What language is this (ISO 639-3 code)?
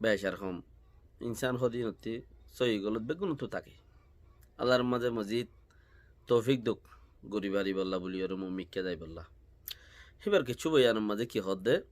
rhg